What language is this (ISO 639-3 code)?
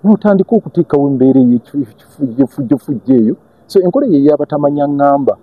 lug